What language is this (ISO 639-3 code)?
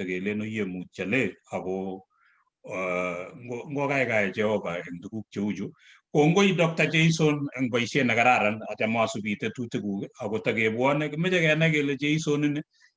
kln